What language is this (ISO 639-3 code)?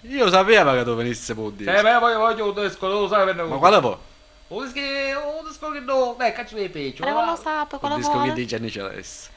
scn